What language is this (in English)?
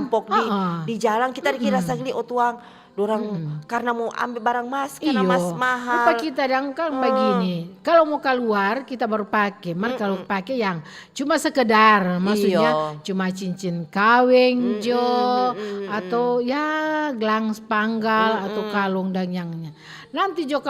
Manado Malay